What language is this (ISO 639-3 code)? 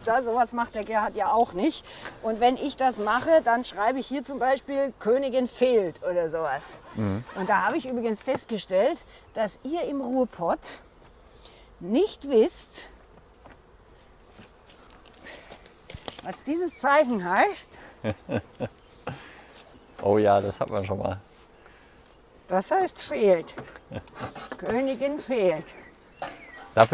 deu